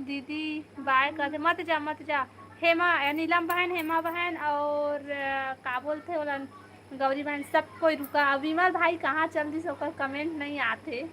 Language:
Chhattisgarhi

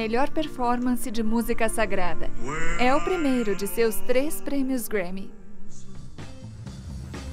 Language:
Portuguese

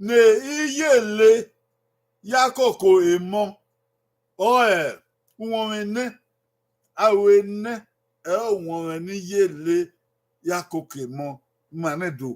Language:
Bini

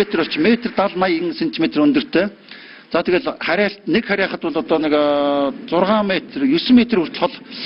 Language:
Mongolian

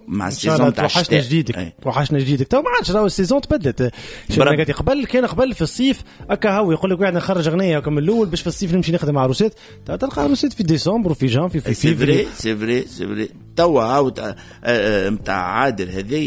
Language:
Tunisian Arabic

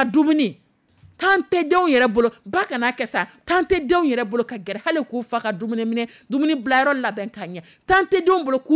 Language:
Dyula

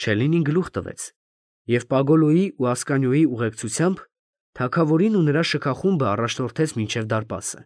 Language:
Armenian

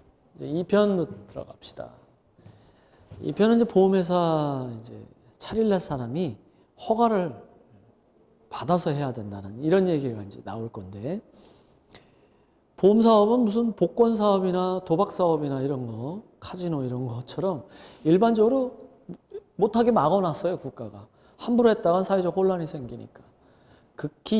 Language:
Korean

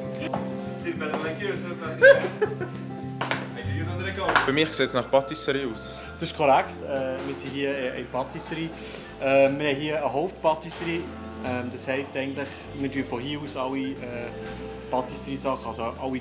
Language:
Swiss German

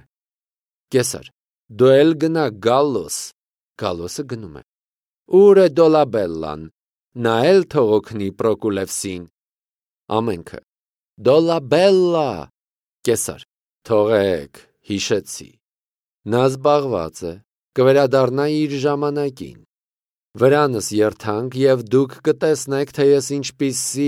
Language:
Armenian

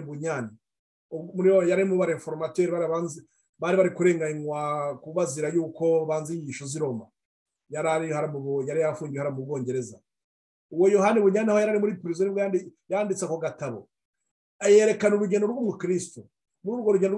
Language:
Kinyarwanda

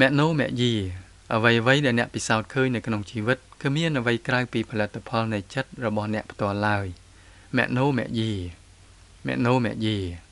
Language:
Khmer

